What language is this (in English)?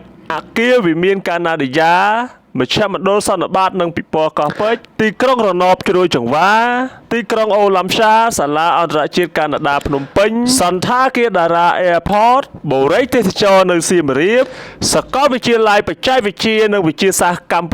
Khmer